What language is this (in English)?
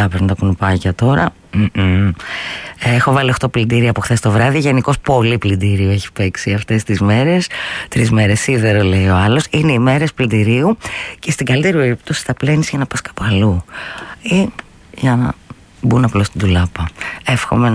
Greek